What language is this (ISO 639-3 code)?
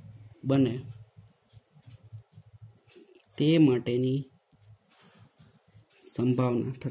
guj